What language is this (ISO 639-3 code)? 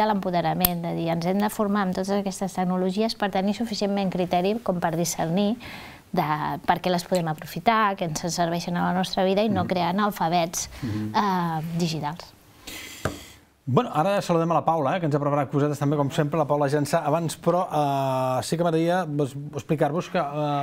cat